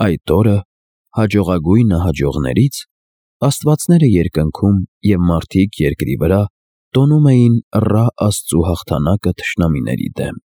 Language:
Armenian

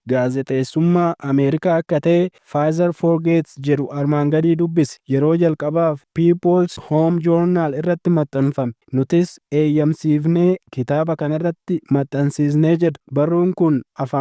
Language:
Oromo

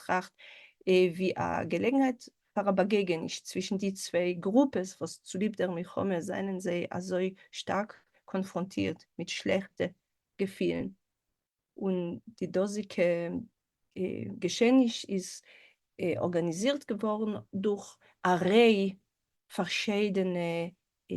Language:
Yiddish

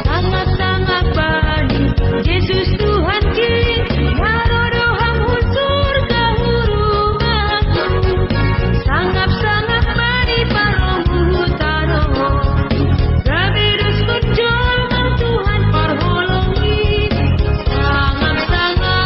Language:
Batak Simalungun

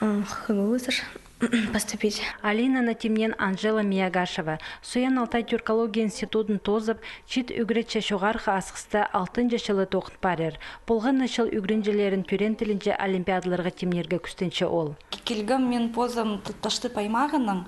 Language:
Khakas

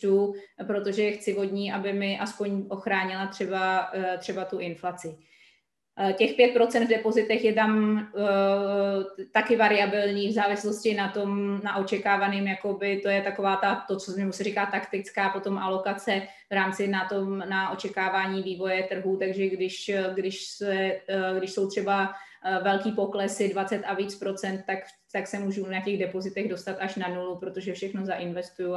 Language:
Czech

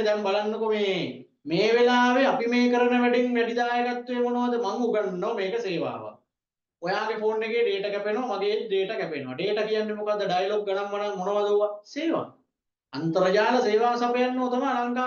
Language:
Sinhala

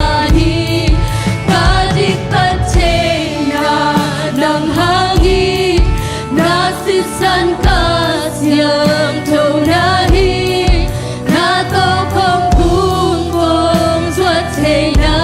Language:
Tedim Chin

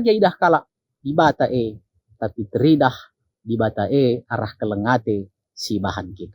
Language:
Batak Karo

